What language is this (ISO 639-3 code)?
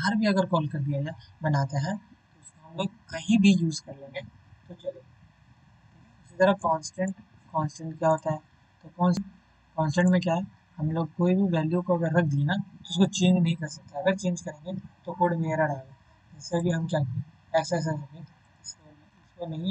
hin